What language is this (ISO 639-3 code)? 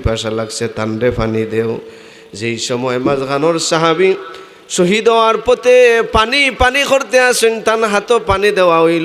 syl